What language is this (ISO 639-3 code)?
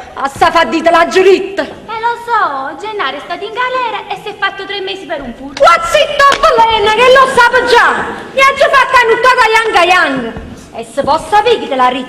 nap